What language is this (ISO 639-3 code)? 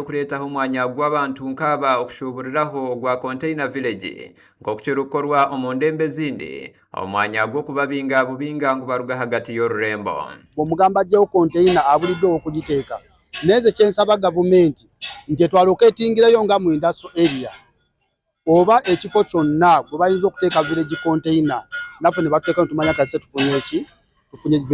nyn